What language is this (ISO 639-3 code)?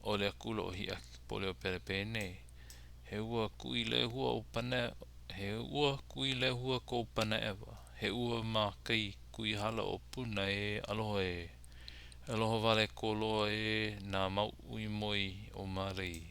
haw